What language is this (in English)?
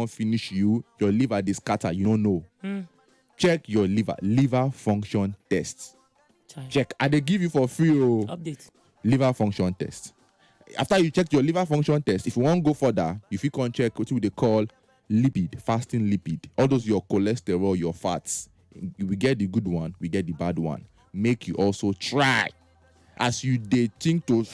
Nigerian Pidgin